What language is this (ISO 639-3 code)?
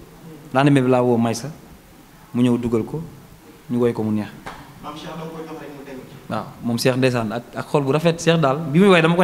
wol